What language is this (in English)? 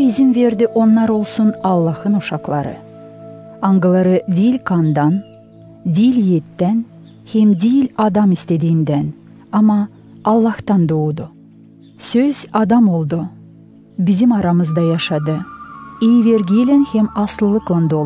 Gagauz